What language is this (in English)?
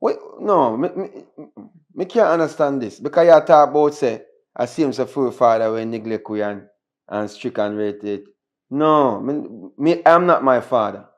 Jamaican Creole English